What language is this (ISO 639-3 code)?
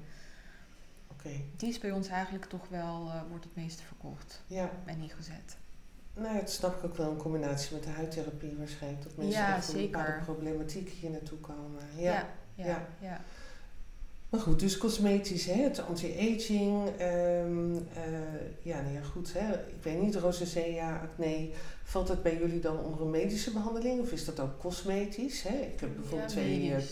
nld